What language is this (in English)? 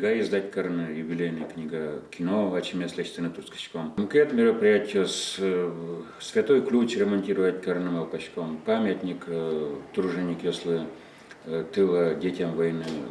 Udmurt